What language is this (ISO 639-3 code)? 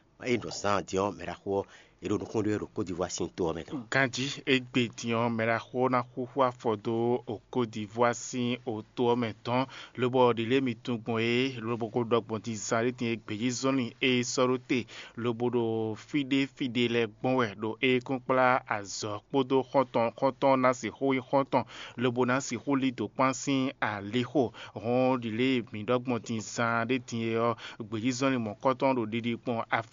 fon